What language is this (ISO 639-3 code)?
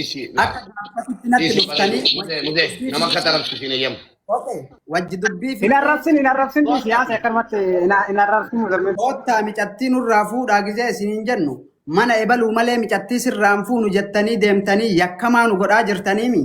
orm